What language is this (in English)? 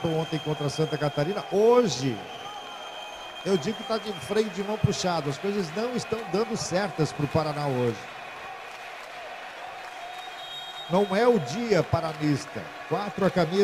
Portuguese